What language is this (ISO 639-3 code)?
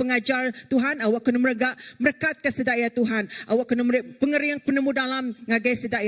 iba